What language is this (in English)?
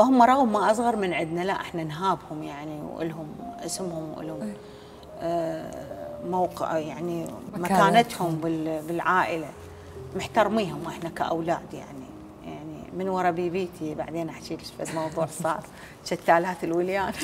Mesopotamian Arabic